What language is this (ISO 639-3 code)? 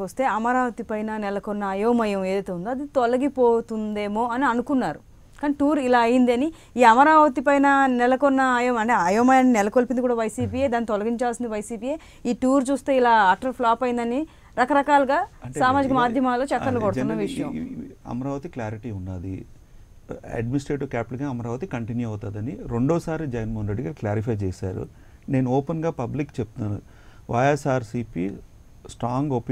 tel